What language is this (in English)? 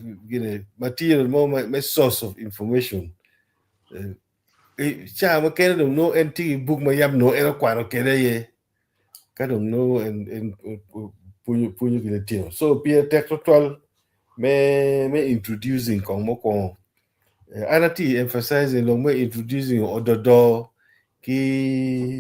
Acoli